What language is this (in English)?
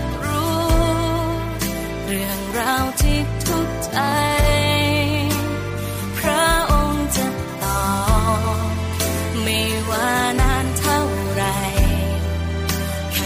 Thai